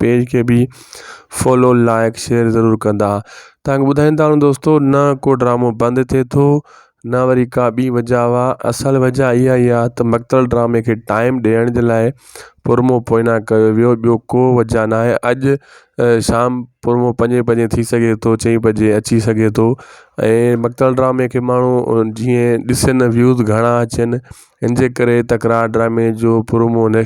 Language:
Sindhi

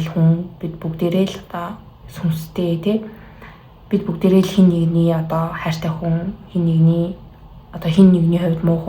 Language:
Mongolian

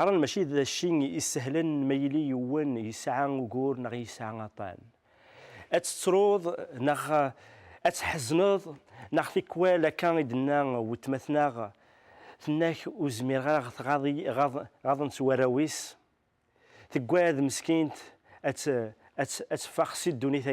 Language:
Kabyle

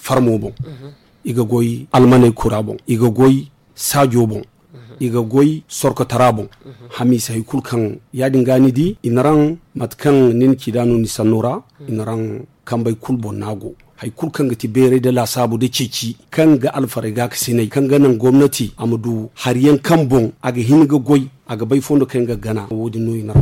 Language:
Zarma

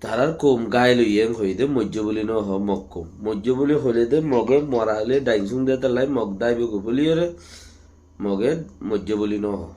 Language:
Rohingya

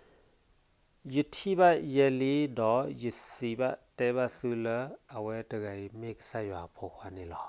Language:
S'gaw Karen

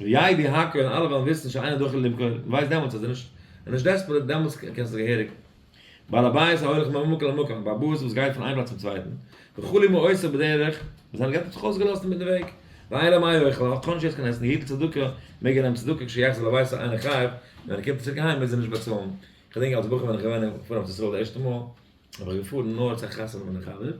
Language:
Yiddish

